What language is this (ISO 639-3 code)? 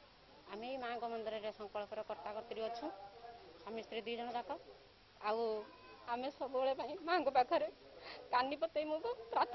ori